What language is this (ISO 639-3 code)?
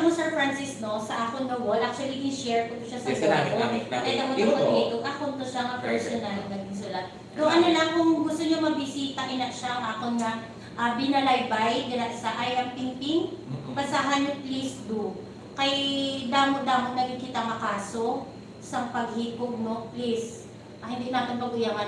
hil